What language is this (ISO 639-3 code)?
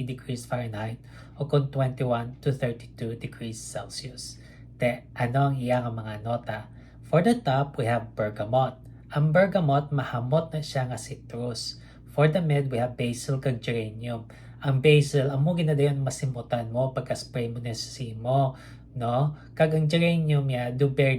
hil